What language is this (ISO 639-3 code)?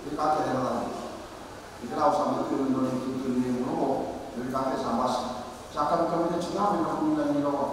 fij